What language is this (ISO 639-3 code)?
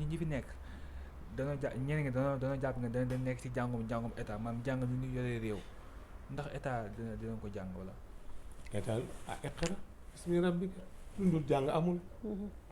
wol